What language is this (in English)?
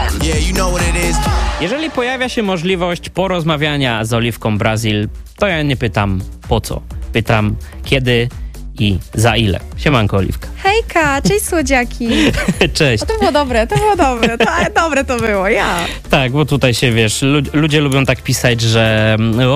Polish